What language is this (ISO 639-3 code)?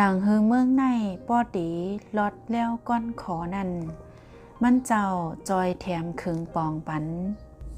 shn